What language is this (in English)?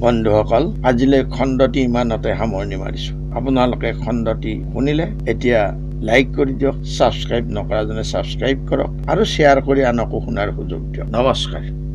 Assamese